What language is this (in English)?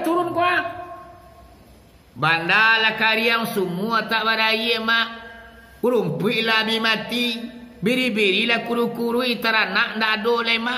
Minangkabau